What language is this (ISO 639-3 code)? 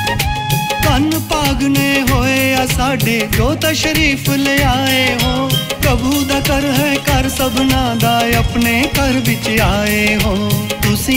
pan